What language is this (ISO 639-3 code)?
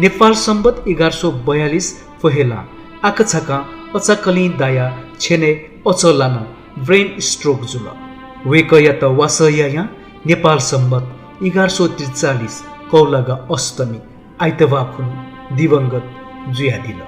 new